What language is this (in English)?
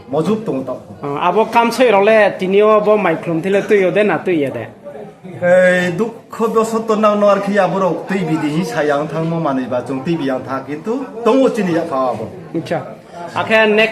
Riang (India)